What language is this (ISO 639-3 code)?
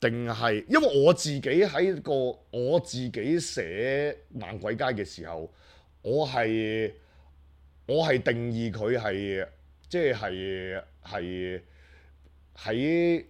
yue